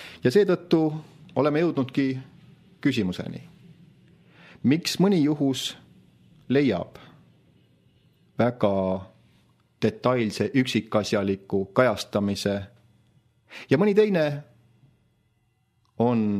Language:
Estonian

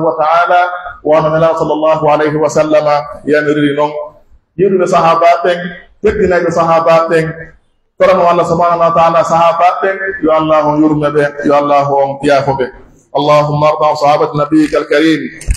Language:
Pular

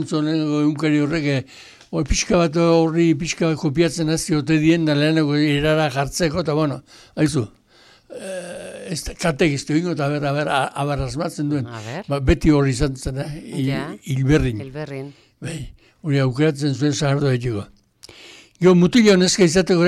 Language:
Basque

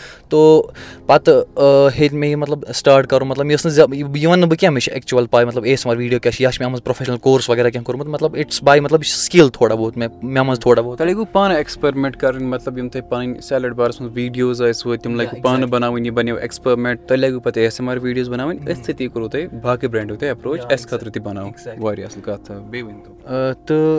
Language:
Kashmiri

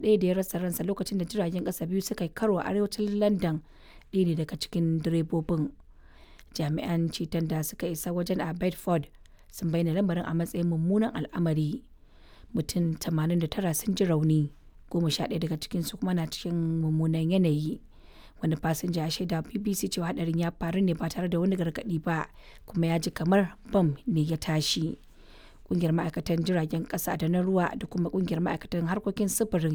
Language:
Hausa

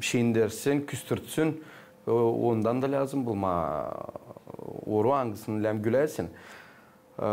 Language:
Gagauz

